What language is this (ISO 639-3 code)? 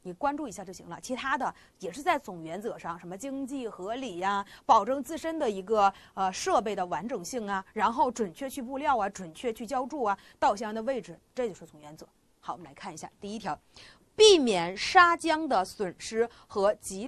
zho